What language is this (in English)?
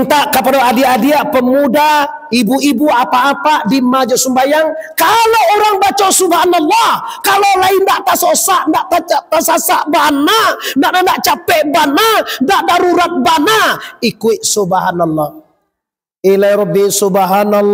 Minangkabau